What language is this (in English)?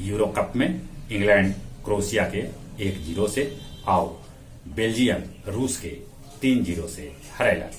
Magahi